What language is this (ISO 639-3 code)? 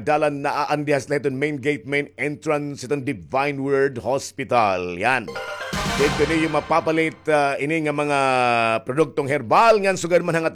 war